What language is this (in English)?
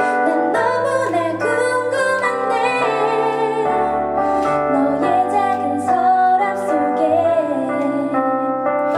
Korean